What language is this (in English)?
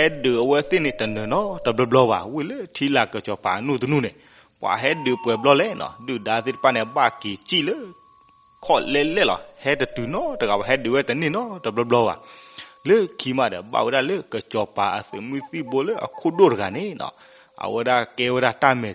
S'gaw Karen